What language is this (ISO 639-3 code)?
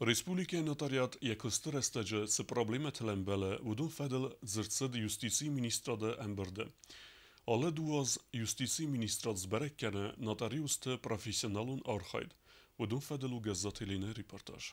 oss